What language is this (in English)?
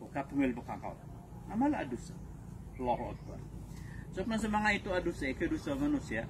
Maranao